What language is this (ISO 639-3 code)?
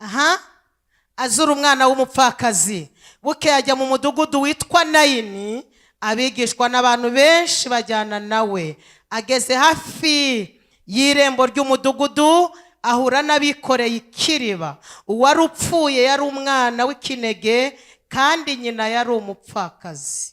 kin